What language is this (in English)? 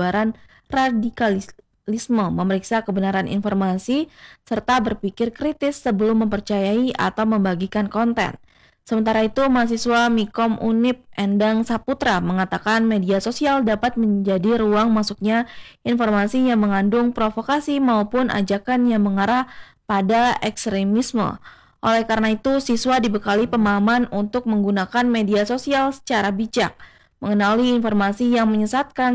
Indonesian